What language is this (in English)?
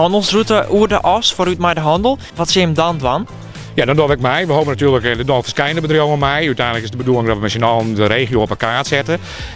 Western Frisian